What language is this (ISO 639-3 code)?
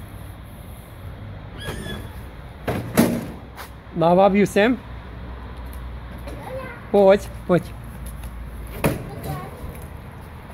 slk